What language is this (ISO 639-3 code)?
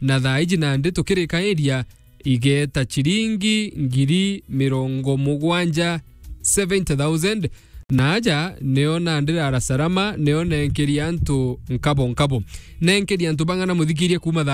mer